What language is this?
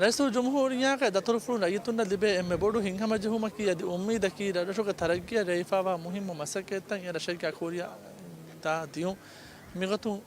Divehi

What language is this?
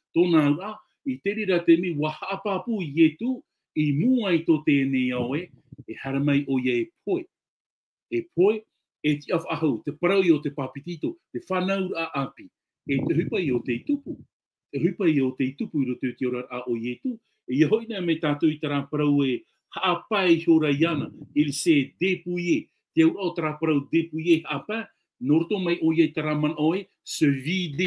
Tahitian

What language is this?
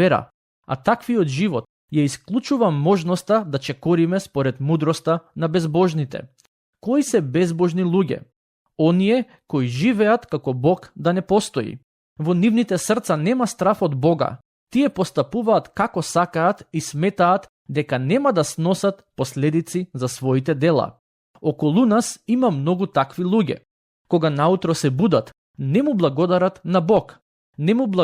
Macedonian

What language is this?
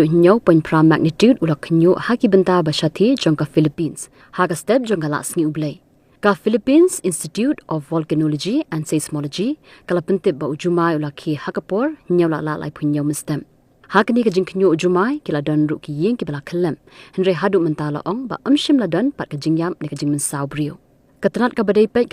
Khasi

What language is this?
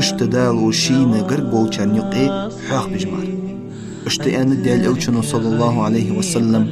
Ingush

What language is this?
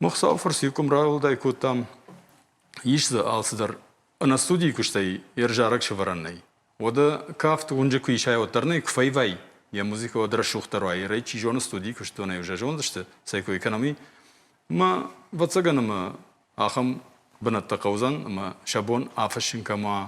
Ossetic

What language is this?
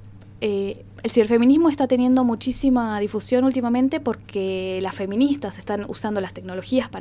Spanish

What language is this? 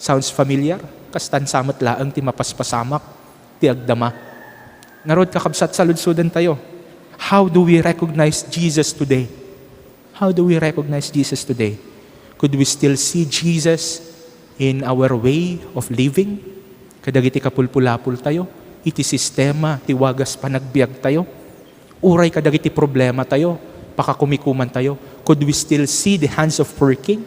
Iloko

